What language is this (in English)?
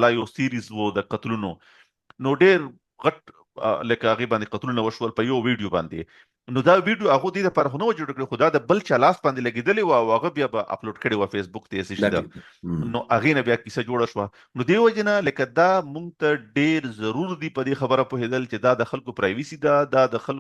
Pashto